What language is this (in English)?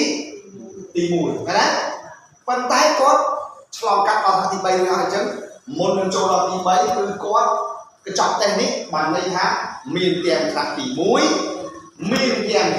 Khmer